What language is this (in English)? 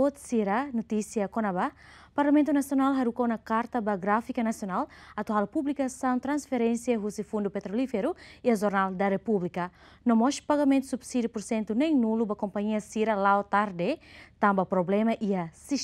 Tetum